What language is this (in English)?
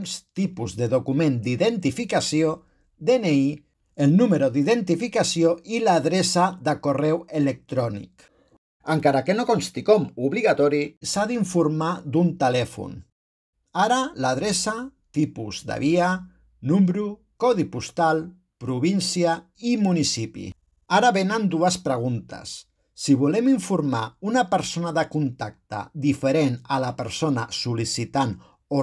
Catalan